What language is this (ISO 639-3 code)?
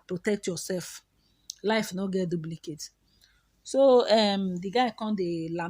pcm